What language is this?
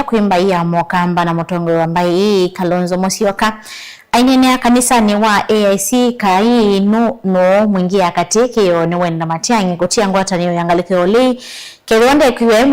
Kamba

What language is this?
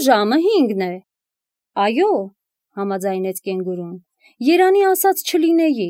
Armenian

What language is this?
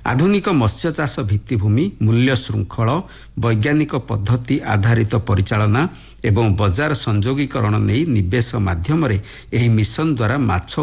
Odia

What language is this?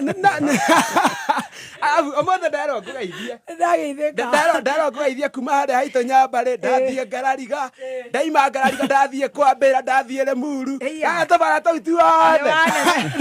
Kikuyu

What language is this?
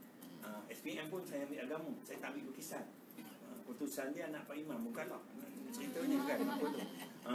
Malay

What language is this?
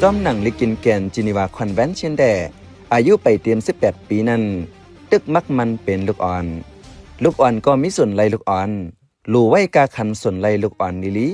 Shan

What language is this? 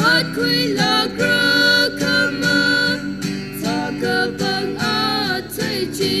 Tangkhul Naga (India)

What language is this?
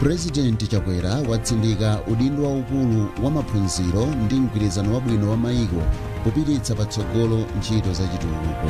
Nyanja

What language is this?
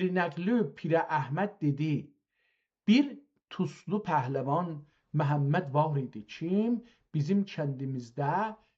South Azerbaijani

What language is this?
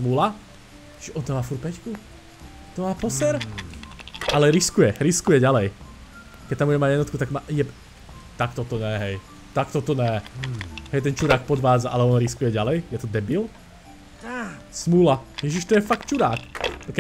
Slovak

